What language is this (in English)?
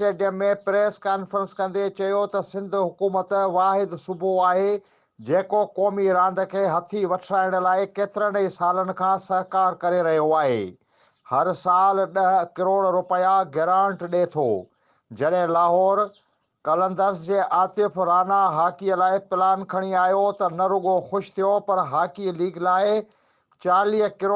Sindhi